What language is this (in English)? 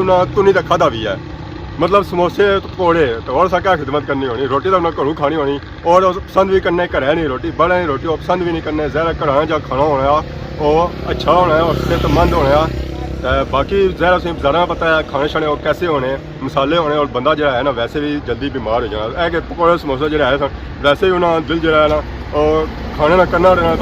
Pahari-Potwari